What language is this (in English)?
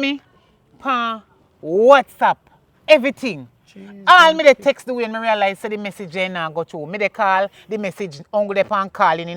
Jamaican Creole English